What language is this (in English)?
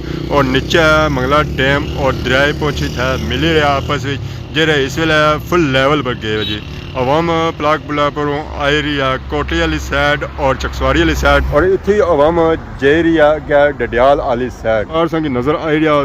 Pahari-Potwari